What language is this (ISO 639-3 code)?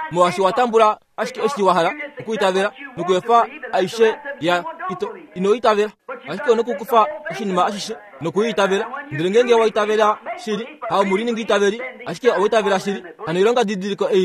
kua